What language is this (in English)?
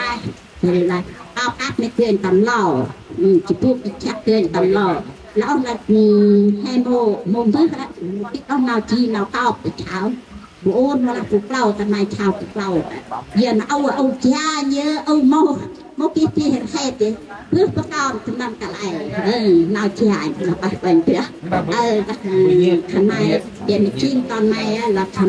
Central Mnong